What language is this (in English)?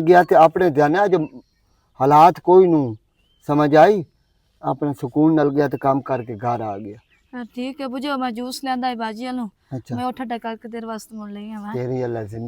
Western Panjabi